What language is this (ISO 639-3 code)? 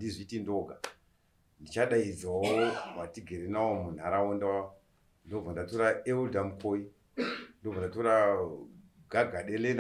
sna